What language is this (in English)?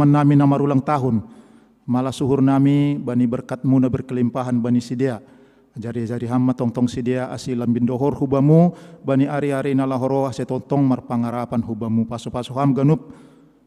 Batak Simalungun